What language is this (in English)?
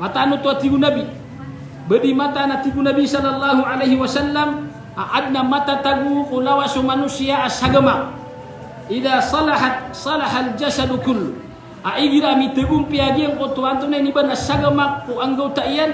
Maranao